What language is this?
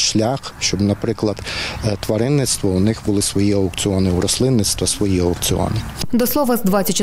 Ukrainian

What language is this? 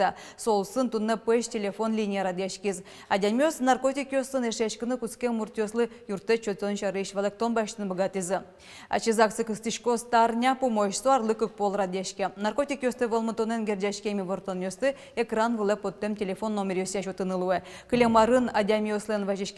Udmurt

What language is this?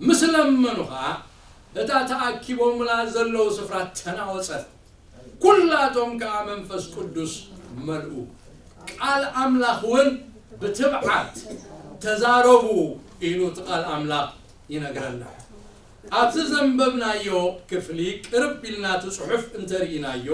Tigrinya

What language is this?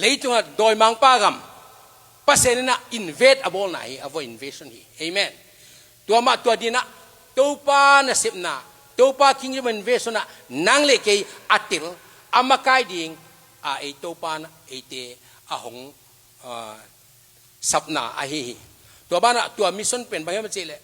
Tedim Chin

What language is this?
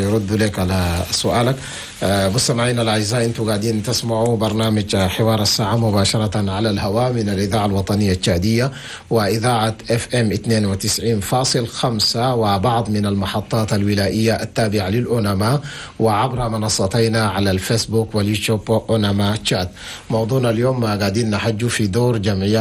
Chadian Arabic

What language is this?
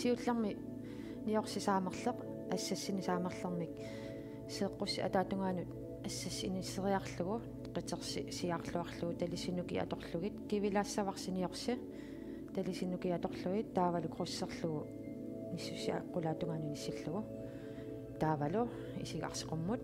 Kalaallisut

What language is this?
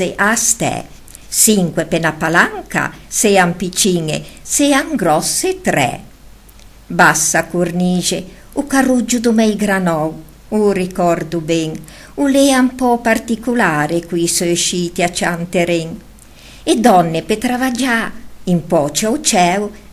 Ligurian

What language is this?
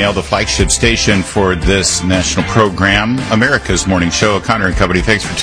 English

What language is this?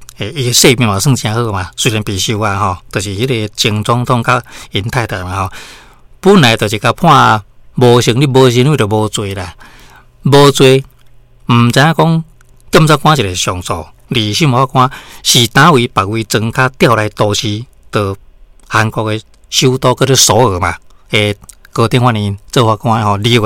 Min Nan Chinese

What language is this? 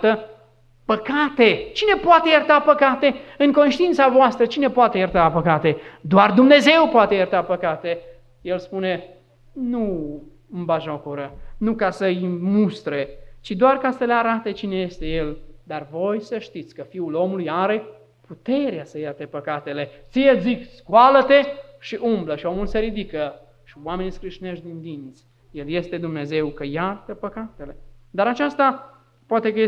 Romanian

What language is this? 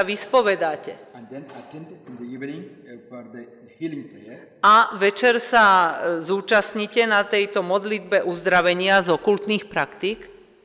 Slovak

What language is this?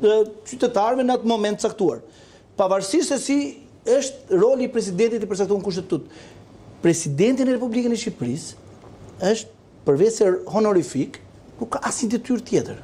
Albanian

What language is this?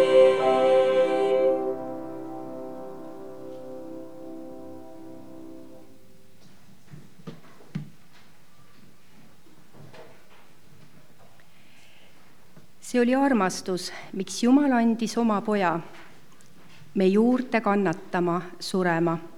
Estonian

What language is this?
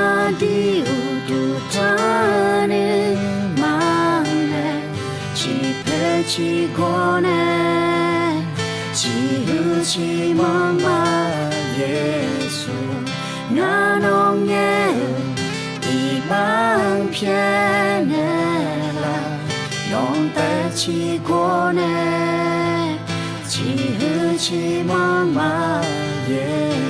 Akha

